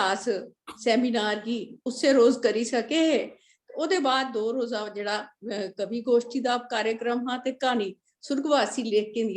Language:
Dogri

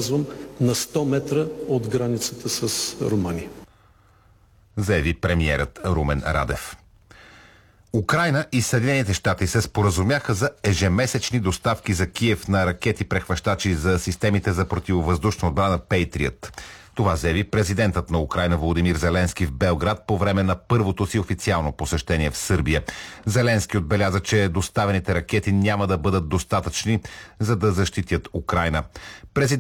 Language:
Bulgarian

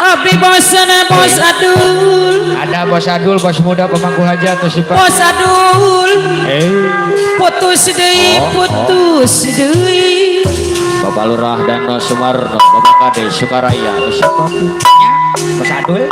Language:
Betawi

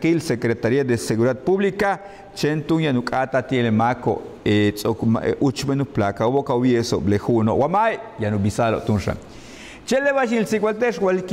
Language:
Yucateco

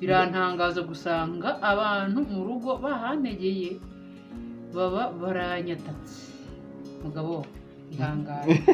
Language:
Kinyarwanda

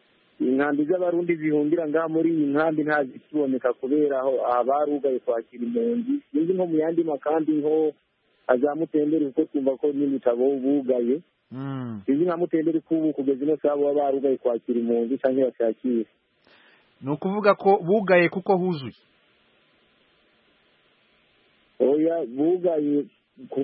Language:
Kinyarwanda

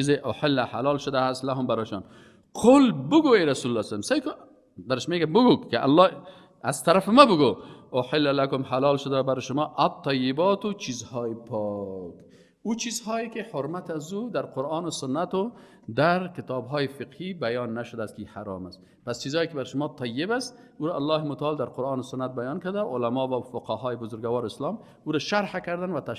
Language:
Persian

